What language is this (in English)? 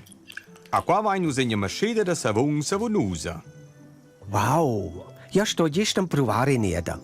Romansh